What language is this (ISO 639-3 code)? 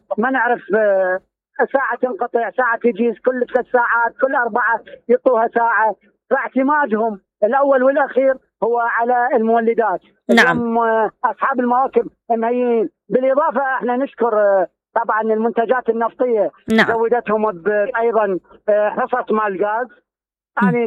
acm